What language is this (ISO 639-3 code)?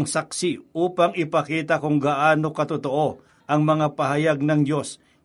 fil